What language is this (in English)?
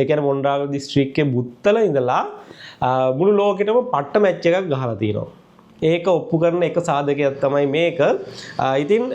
Sinhala